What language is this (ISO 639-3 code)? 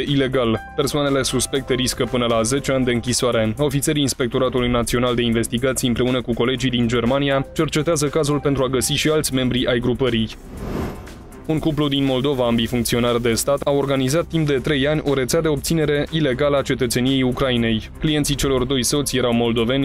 ron